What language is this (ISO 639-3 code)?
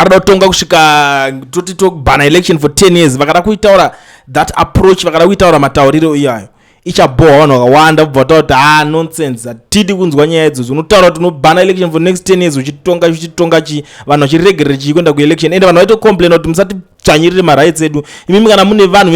sna